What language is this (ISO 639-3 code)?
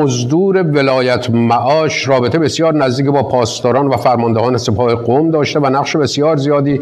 fas